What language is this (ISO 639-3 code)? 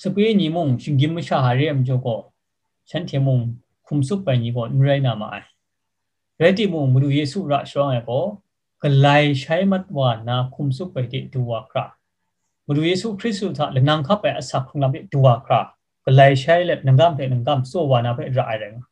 kac